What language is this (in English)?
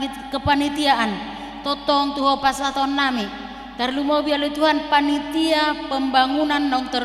Batak Toba